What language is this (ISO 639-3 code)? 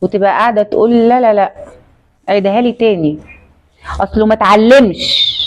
arz